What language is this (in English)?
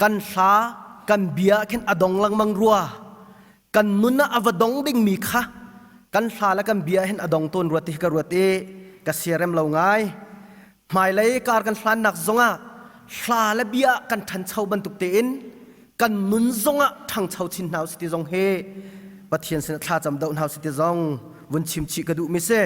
Hakha Chin